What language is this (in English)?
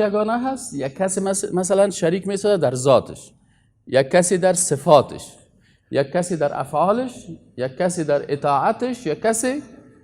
Persian